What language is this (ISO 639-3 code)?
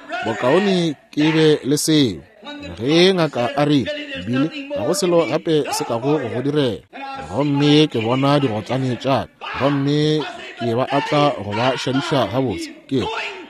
nso